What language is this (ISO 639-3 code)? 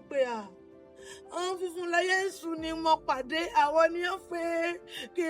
yor